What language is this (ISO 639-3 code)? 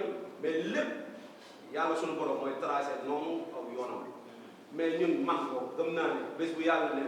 wol